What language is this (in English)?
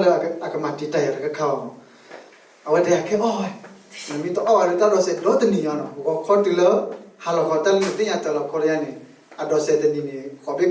S'gaw Karen